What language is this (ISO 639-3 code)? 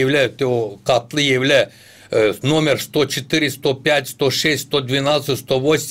gag